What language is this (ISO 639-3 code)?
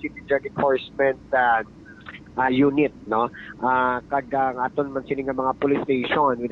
hil